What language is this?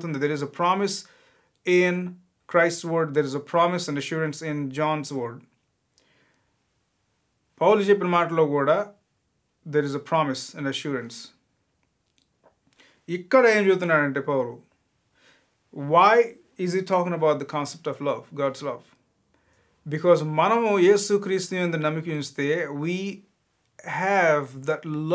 Telugu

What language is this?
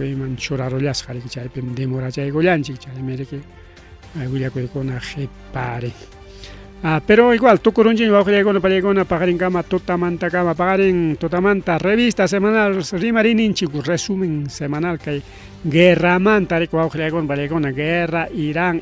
Ayacucho Quechua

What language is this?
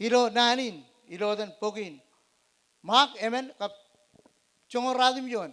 Marshallese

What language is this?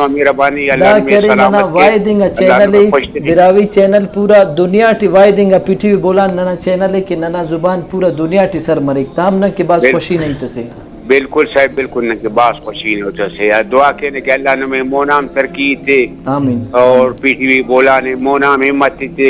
Brahui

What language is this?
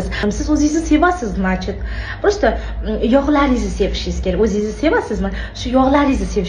Uzbek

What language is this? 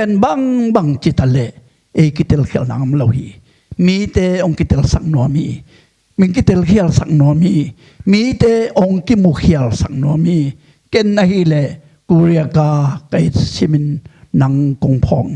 Tedim Chin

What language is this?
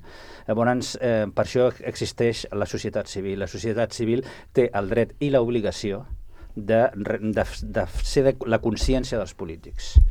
Catalan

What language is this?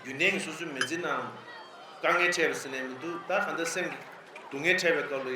Tibetan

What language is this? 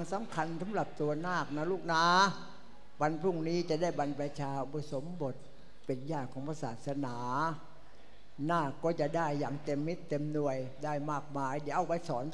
Thai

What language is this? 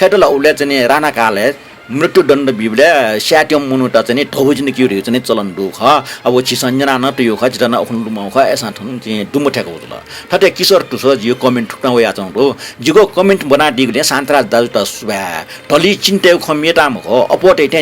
Newari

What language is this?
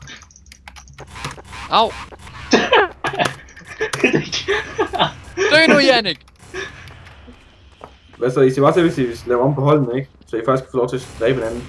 Danish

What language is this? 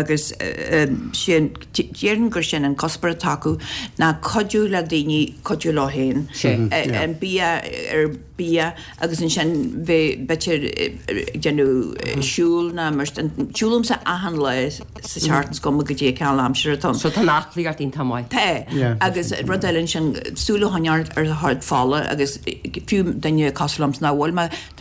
Irish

